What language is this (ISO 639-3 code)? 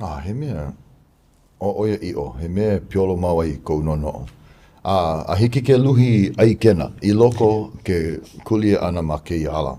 haw